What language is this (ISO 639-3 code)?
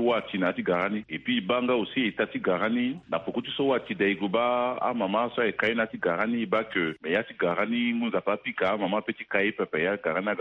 sag